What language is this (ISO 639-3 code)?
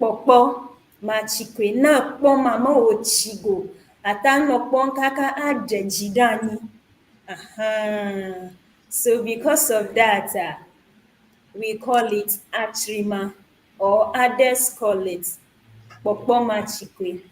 ewe